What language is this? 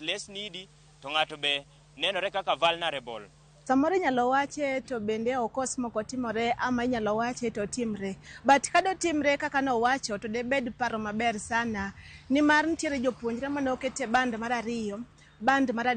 Luo (Kenya and Tanzania)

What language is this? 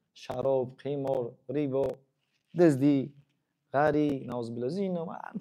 Tajik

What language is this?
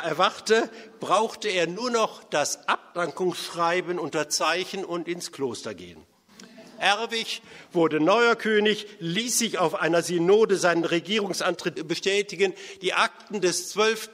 German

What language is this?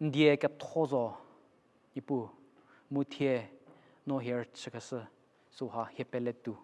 Angami Naga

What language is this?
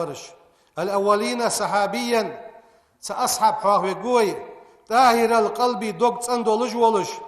Ingush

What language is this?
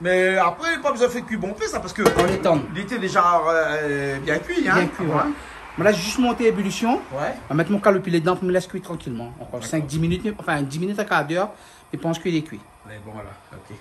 Réunion Creole French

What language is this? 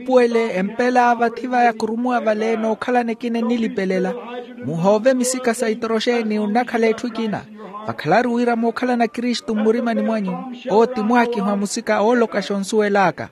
Makhuwa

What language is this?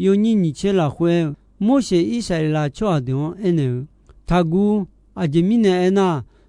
Akha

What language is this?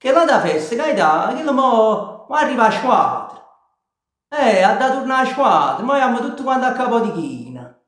Neapolitan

